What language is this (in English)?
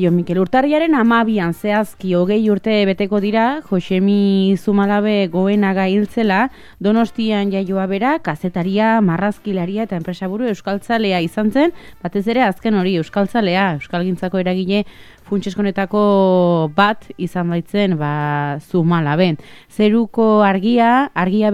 Basque